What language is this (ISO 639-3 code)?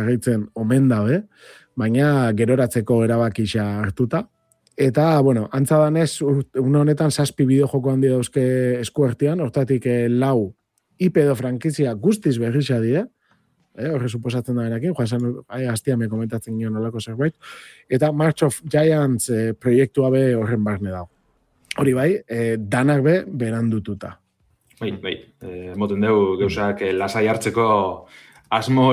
eus